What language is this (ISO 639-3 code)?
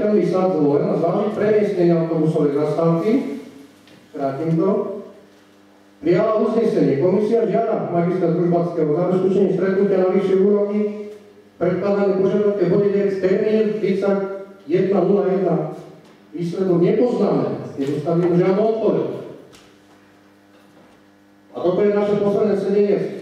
slk